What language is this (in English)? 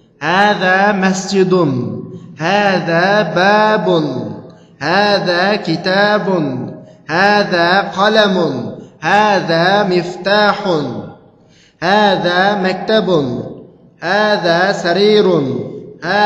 Uyghur